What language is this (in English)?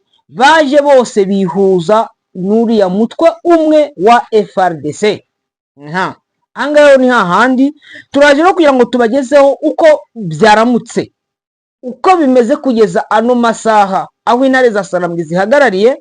Kinyarwanda